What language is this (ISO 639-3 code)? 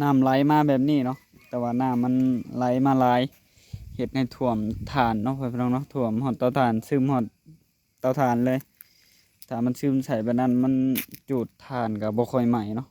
tts